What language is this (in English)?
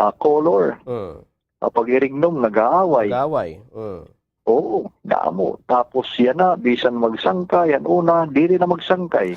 Waray